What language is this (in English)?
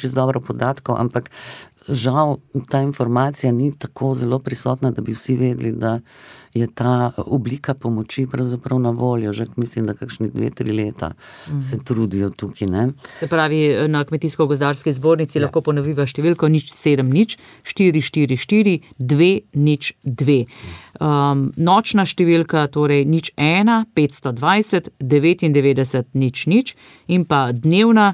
Slovenian